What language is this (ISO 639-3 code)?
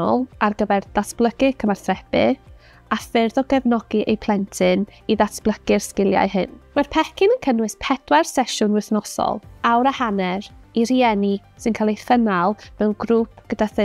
cym